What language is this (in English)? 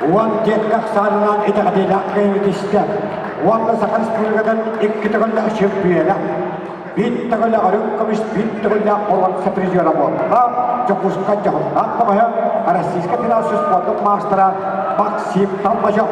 Yakut